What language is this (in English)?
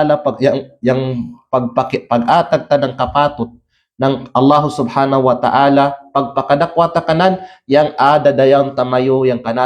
Kalagan